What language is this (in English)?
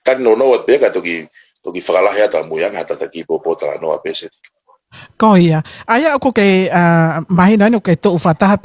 Tongan